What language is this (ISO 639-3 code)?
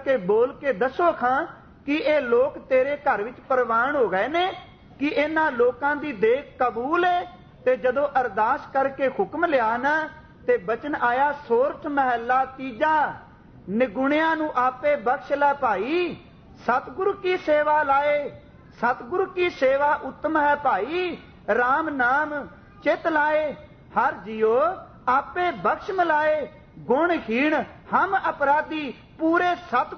pan